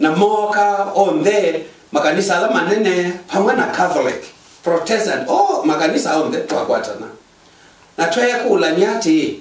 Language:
Kamba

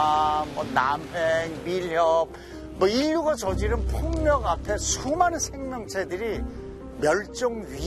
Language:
Korean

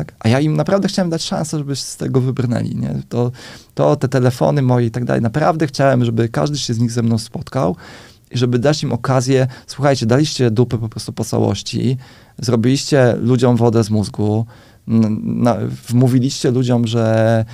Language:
Polish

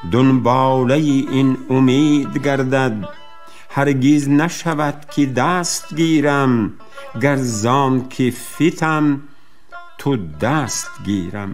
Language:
Tajik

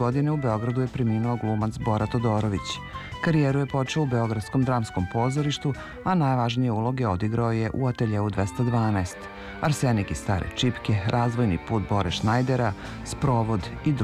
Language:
Serbian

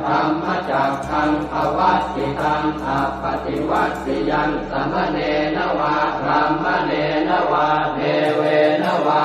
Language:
Pali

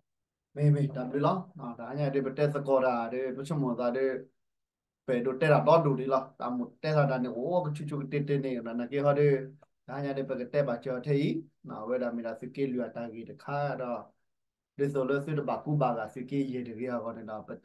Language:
S'gaw Karen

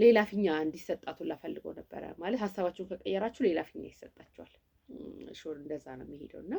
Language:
Amharic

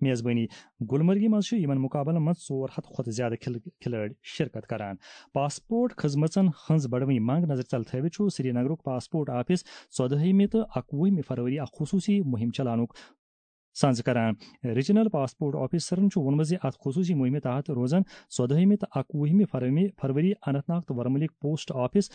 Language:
Kashmiri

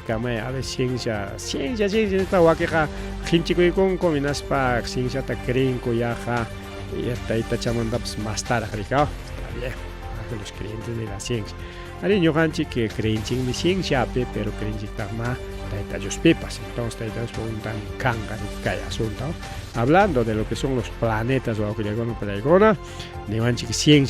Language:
Ayacucho Quechua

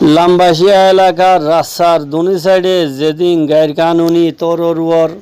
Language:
Rohingya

